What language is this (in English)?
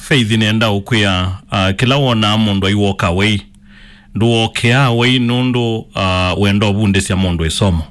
Kamba